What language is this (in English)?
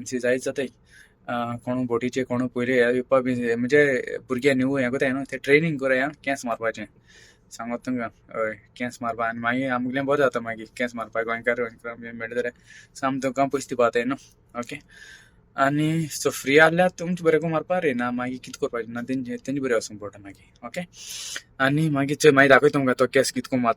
Konkani